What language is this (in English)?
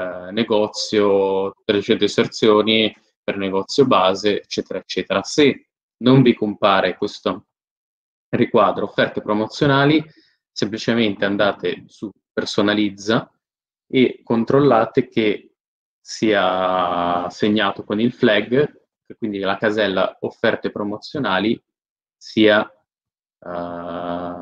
Italian